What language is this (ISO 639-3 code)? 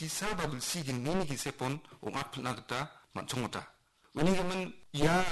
grt